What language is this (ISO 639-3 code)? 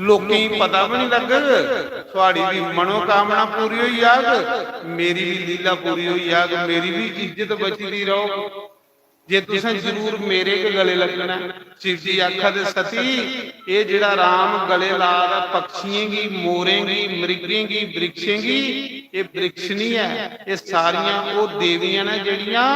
doi